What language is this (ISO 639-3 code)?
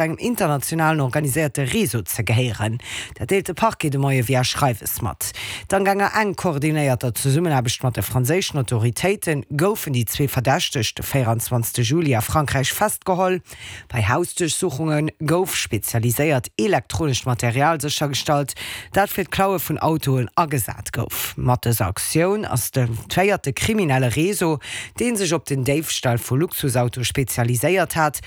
ltz